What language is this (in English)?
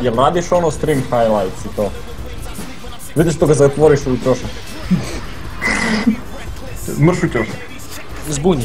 Croatian